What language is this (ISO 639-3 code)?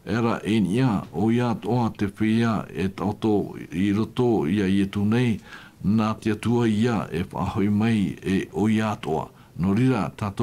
tah